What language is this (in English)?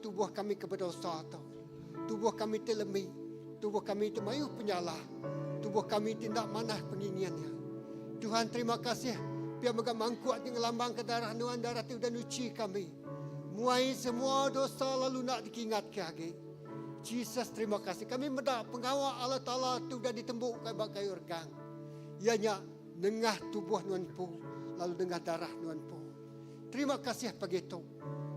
Iban